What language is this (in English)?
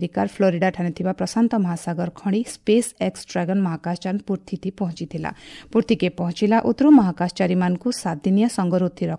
Odia